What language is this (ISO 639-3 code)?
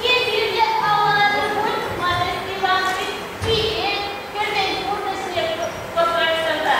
chv